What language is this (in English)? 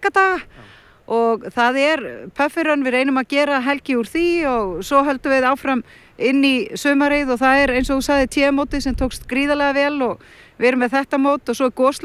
Icelandic